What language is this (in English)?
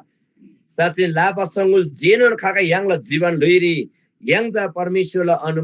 Eastern Tamang